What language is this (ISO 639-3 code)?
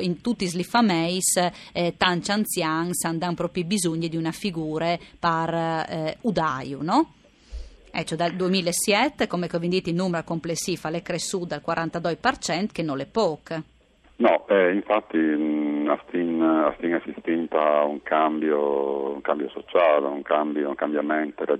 fur